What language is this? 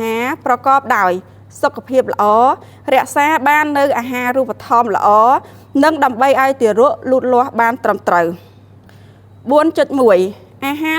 Khmer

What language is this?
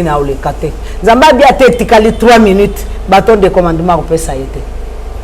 Lingala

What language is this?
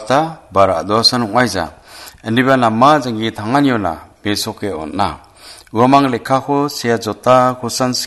Garo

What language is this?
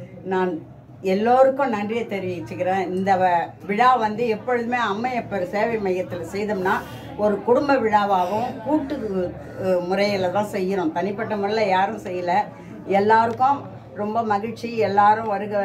Tamil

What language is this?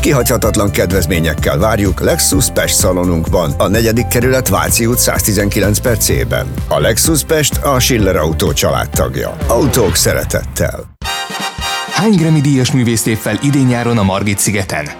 Hungarian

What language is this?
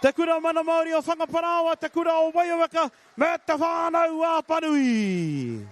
Māori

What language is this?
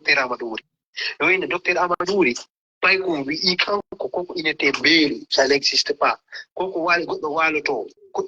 Fula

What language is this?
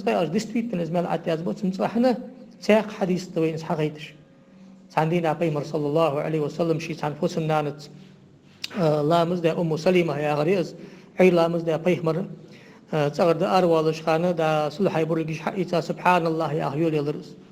Ingush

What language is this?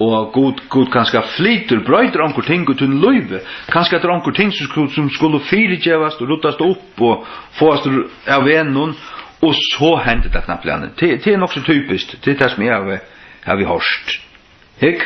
Faroese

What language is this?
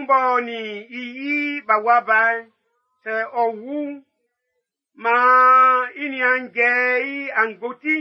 Baoulé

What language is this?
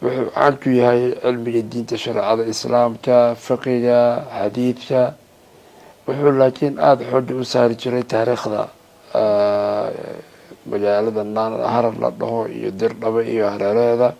Somali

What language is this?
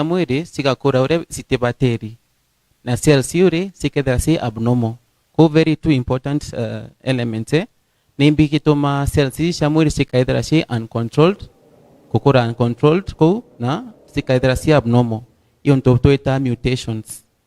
Meru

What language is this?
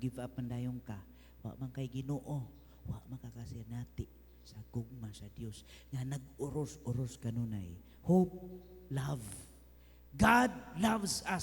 Cebuano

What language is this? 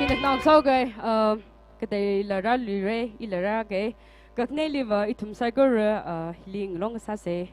Tangkhul Naga (India)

